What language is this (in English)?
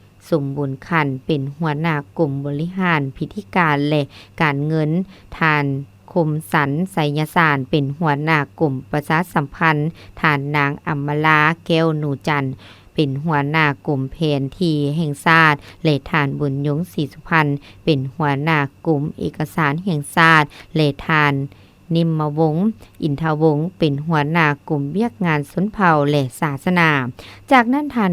Lao